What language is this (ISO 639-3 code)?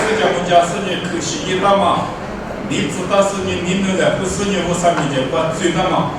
lis